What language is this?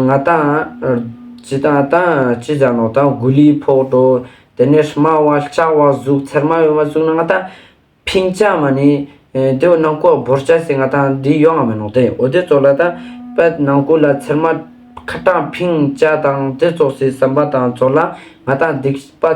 Ladakhi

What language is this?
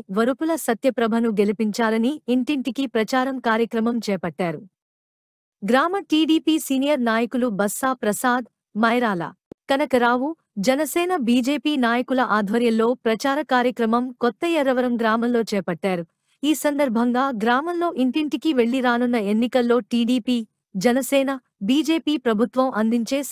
Telugu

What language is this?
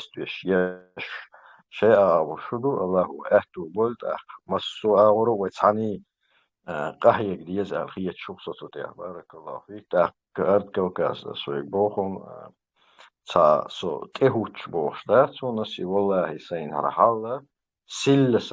Chechen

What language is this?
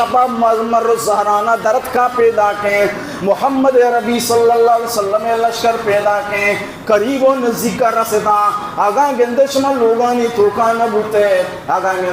Baluchi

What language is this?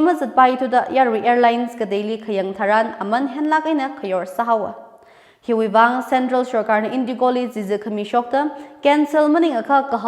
Tangkhul Naga (India)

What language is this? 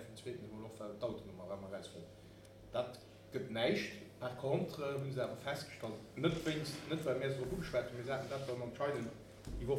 Luxembourgish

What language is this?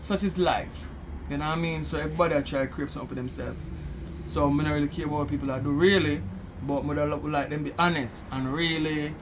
Jamaican Creole English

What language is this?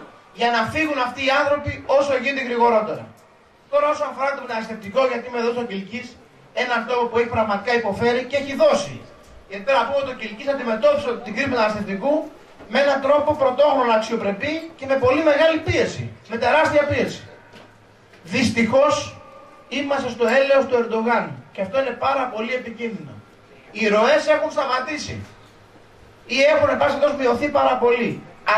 Greek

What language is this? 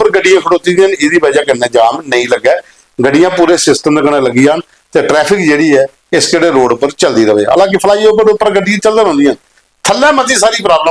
Dogri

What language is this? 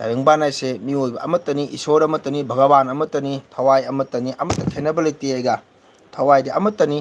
Manipuri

